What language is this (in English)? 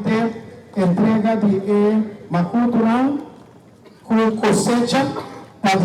Papiamento